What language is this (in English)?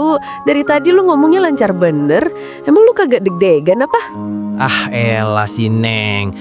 Betawi